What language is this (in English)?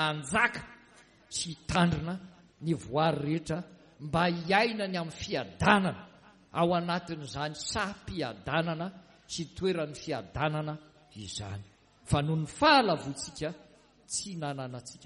Malagasy